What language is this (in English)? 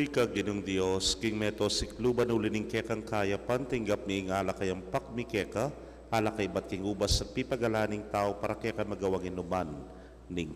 Pampanga